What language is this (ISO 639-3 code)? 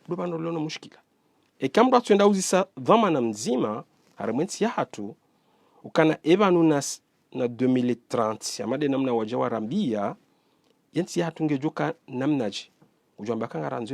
zdj